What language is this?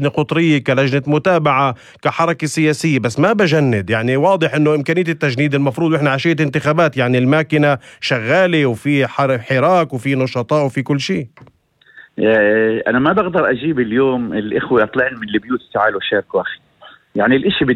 North Levantine Arabic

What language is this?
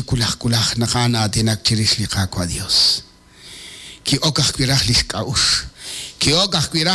Kekchí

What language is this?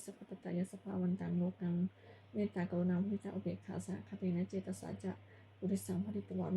Pali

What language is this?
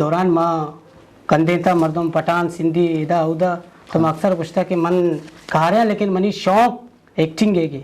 Eastern Balochi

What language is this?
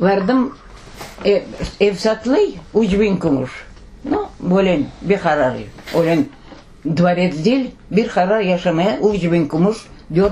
Crimean Tatar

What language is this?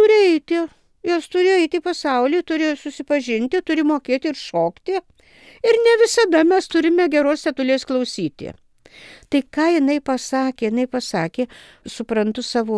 Lithuanian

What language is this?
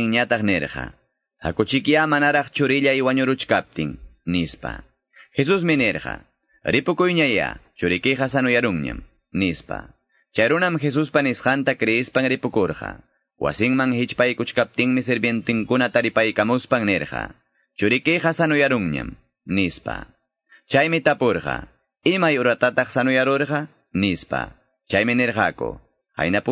Quechua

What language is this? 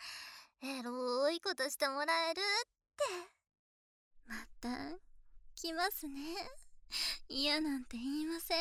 Japanese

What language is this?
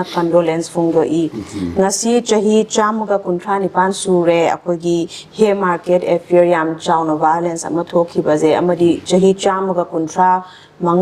Manipuri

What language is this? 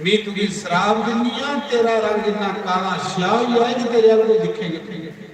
Dogri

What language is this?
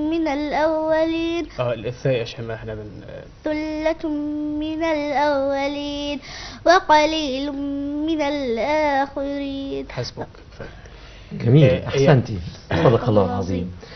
Egyptian Arabic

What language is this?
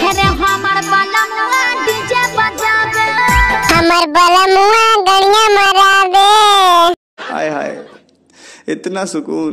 Magahi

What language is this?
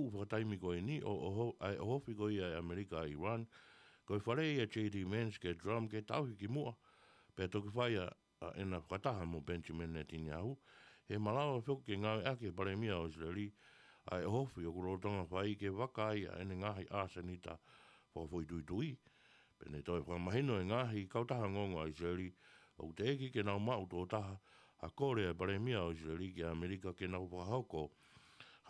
Tongan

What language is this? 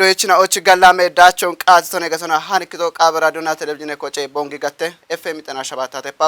Kafa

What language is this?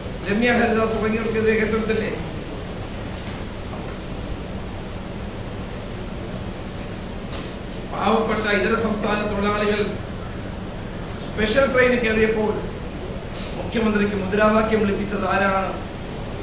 Malayalam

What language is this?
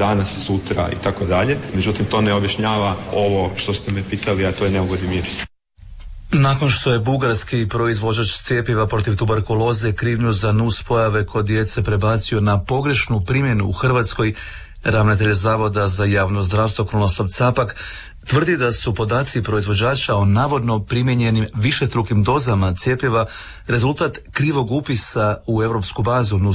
Croatian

